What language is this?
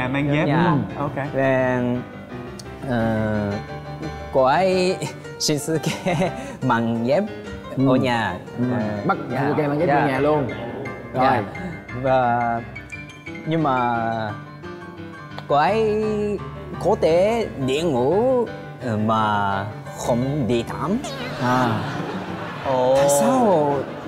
Vietnamese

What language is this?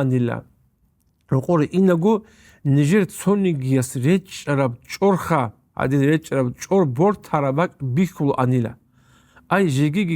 Avaric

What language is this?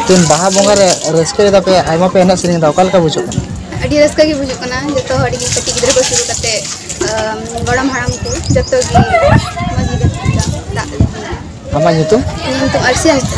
Santali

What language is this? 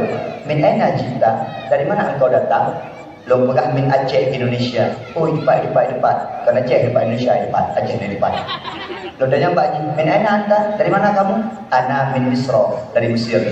Achinese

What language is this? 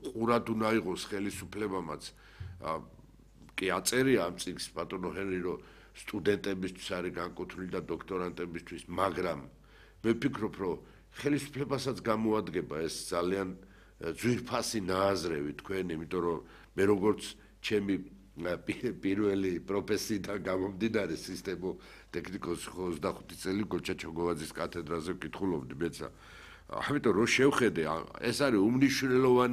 Georgian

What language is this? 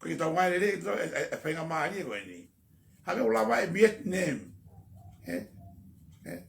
Tongan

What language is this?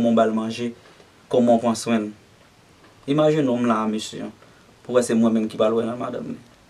Haitian Creole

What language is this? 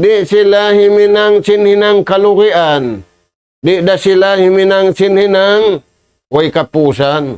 Tausug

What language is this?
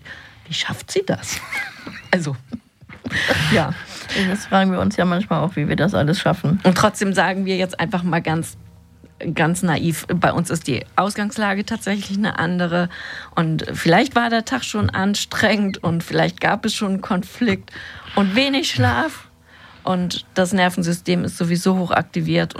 German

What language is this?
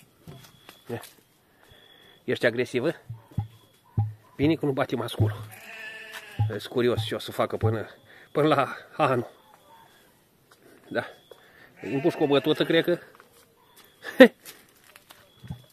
Romanian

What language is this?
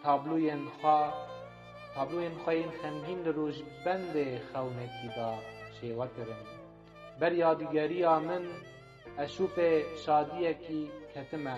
Kurdish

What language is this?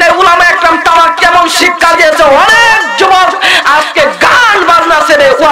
Bangla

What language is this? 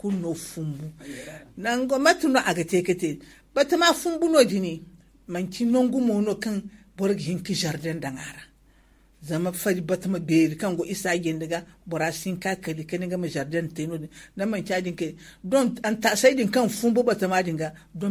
Zarma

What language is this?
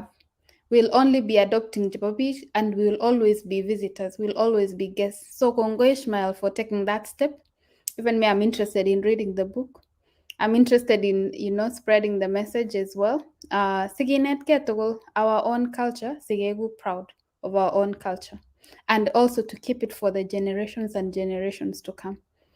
Kalenjin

